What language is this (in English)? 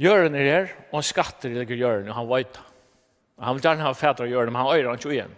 Faroese